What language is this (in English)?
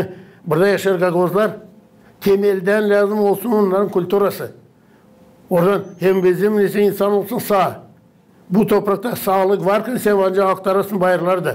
Gagauz